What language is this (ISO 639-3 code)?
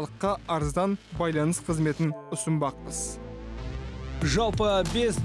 kaz